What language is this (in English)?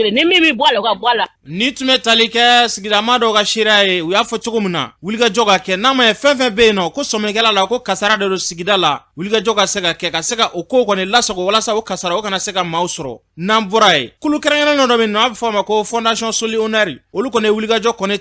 Bambara